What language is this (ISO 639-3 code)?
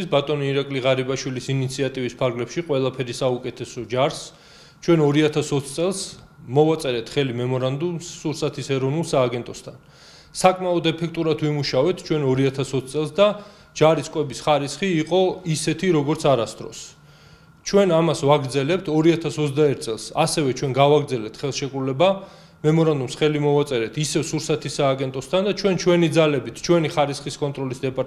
kat